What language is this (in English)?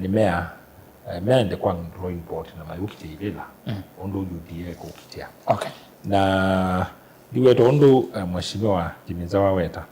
Kamba